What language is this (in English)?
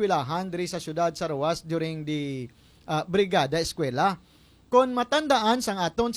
Hiligaynon